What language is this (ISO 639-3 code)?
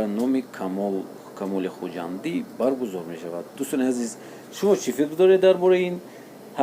tgk